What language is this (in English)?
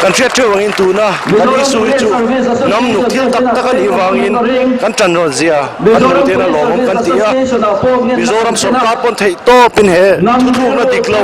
Mizo